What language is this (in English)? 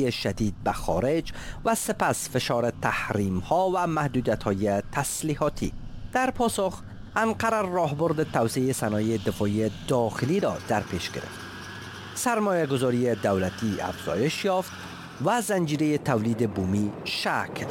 Persian